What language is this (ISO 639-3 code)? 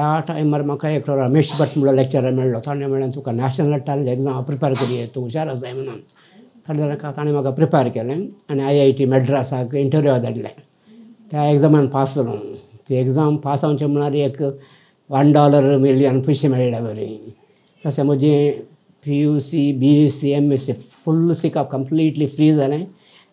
kok